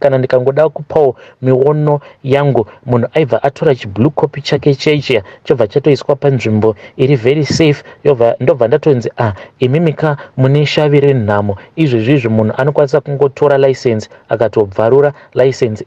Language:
Shona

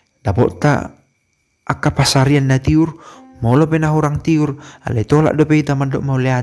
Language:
Batak Toba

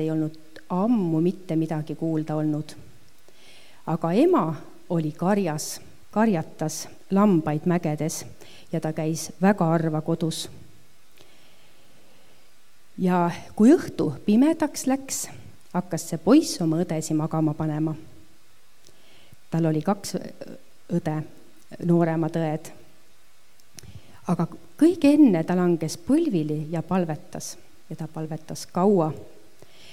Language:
Estonian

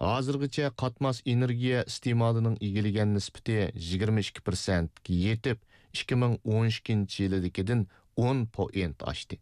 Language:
Uyghur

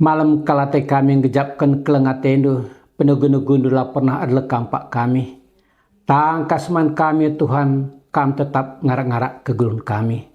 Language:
Batak Karo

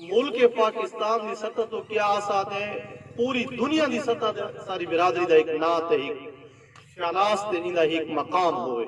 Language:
Saraiki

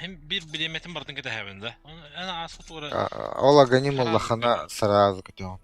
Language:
Yakut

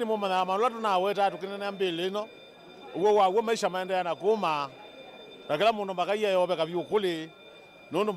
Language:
Kamba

